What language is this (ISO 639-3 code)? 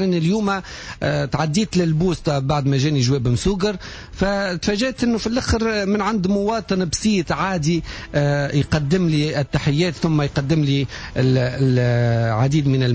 aeb